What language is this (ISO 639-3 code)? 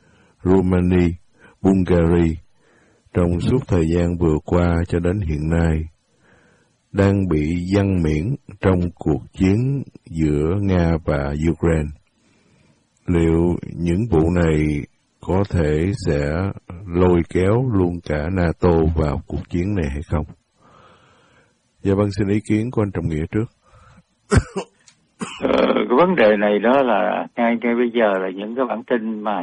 vie